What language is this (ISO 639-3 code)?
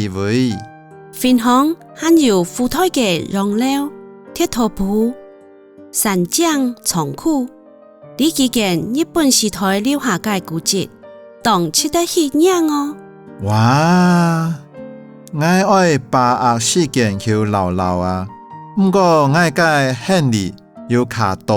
hak